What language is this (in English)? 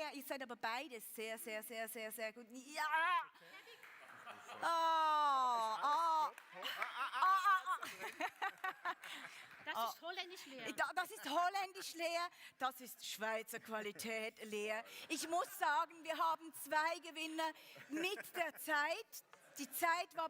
Swiss German